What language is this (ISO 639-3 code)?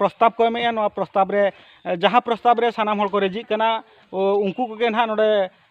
sat